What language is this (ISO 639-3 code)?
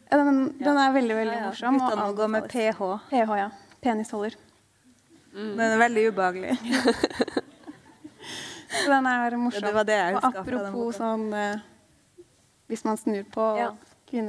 nor